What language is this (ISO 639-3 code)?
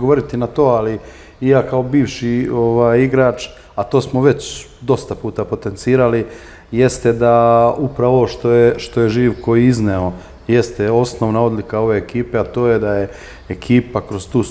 srp